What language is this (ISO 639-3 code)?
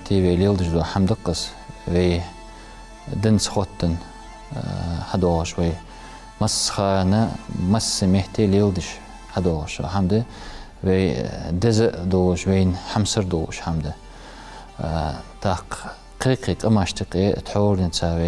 inh